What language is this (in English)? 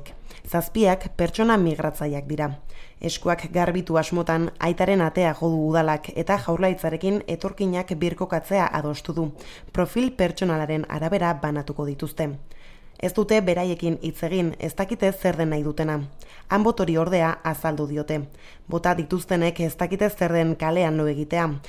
Basque